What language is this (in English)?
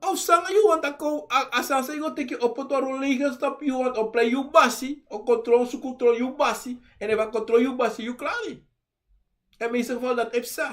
Sranan Tongo